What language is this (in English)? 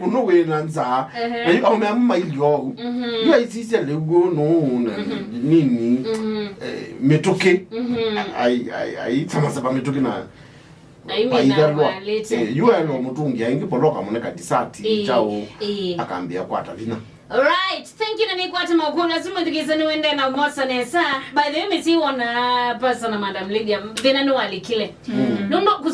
Kamba